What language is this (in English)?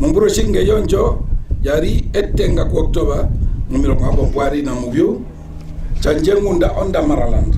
Herero